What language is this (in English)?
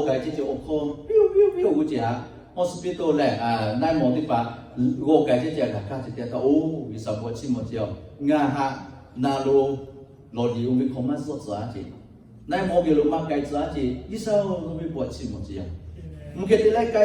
Lahu